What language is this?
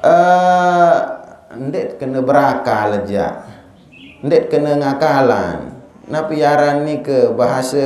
Sasak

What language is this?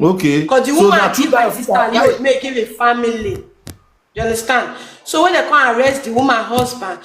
Nigerian Pidgin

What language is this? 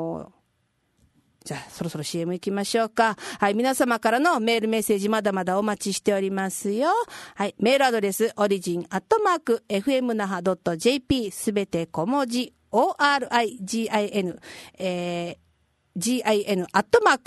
Japanese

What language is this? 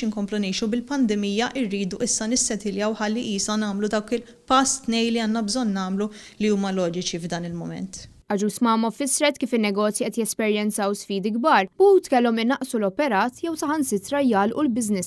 Maltese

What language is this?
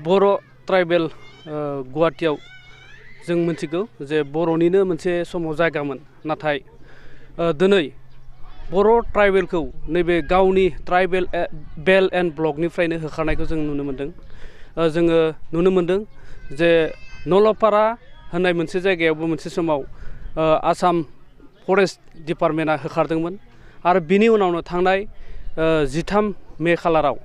Bodo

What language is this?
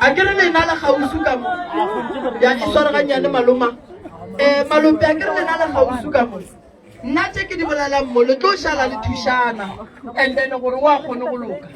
Northern Sotho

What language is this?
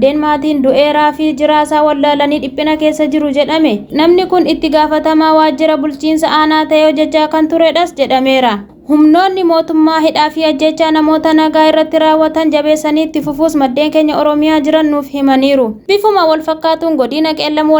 Oromo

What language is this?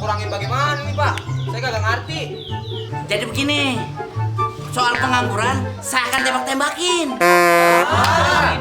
Betawi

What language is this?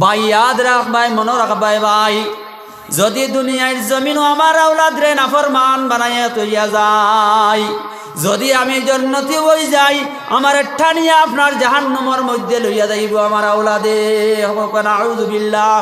Sylheti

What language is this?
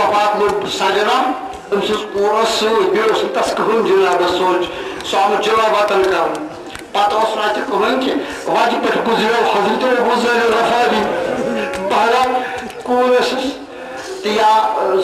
Kashmiri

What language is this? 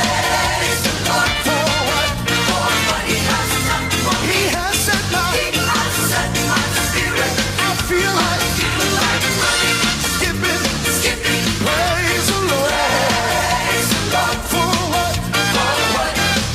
Samoan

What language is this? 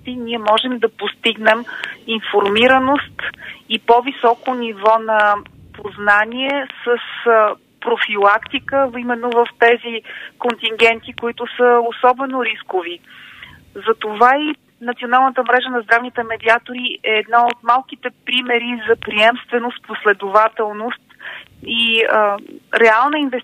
Bulgarian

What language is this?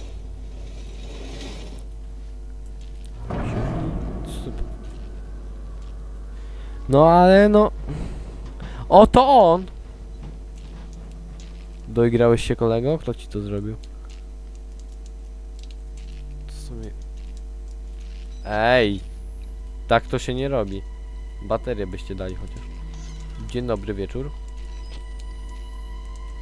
Polish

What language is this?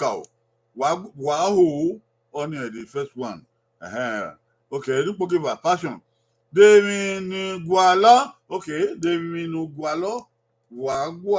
Bini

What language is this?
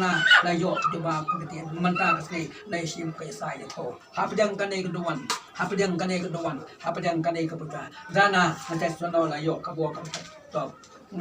Khasi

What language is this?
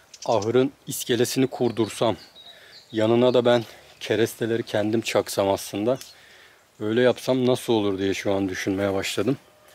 Turkish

